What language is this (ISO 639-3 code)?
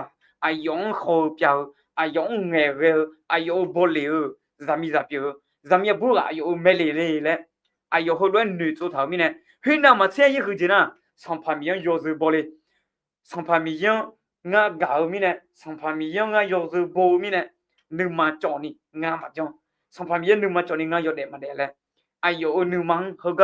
ahk